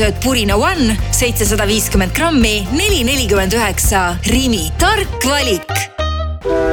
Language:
Estonian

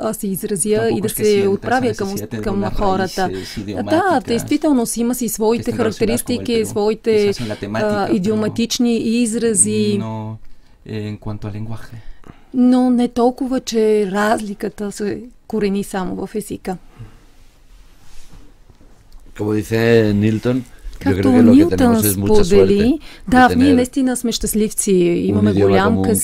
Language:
Bulgarian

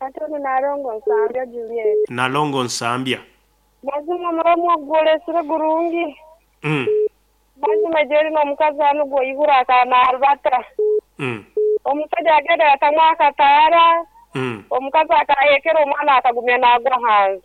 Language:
Nyoro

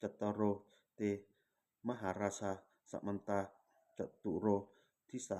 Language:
Pali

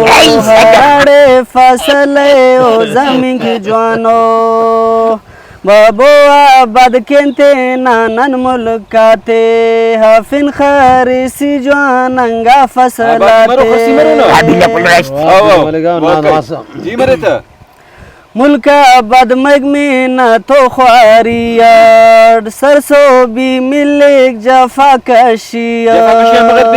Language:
Brahui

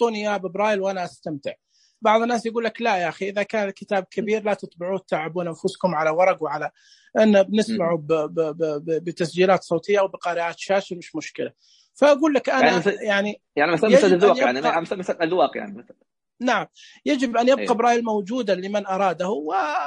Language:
Najdi Arabic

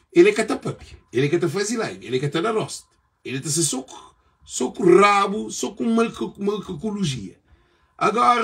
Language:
Kabuverdianu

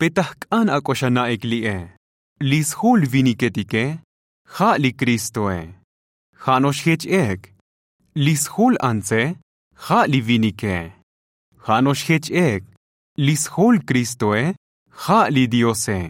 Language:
Tzotzil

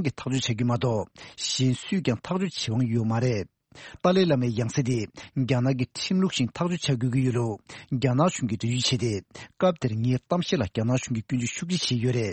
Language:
Tibetan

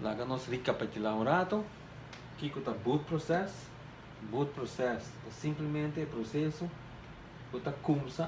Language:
Papiamento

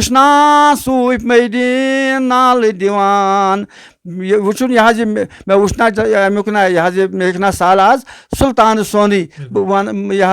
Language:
Kashmiri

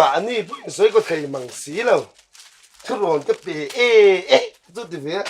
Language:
Mizo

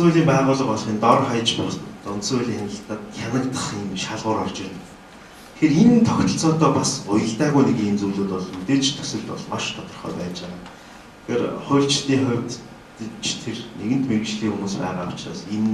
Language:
Mongolian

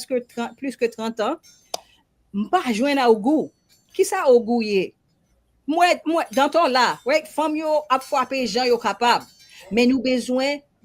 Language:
Haitian Creole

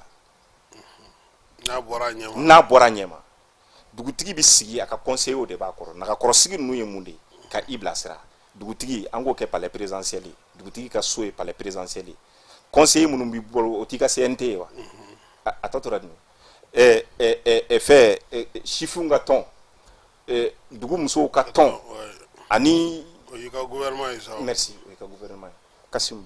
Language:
Bambara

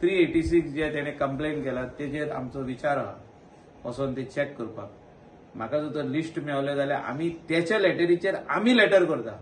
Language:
Konkani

